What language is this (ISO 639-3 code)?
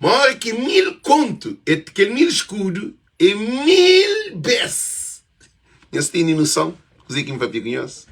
kea